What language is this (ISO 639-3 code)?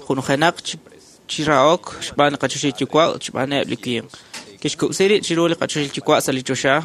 kek